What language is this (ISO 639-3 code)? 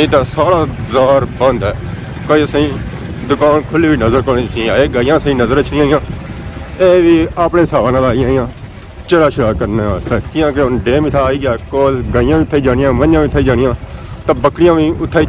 phr